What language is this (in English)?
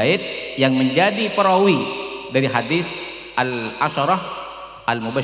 Madurese